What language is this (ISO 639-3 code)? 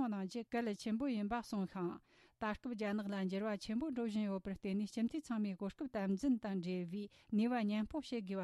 bod